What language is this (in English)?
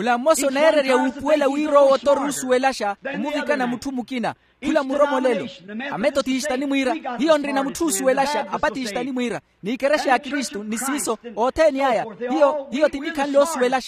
Makhuwa